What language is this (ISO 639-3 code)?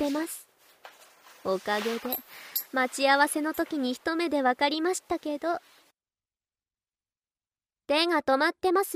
jpn